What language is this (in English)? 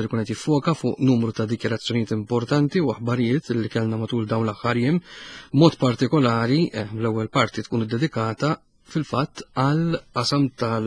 Maltese